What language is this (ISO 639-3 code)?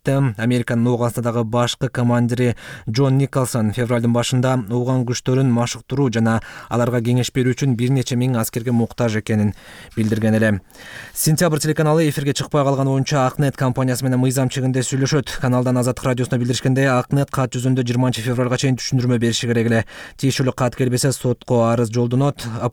kir